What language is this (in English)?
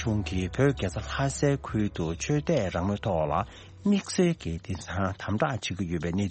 Tibetan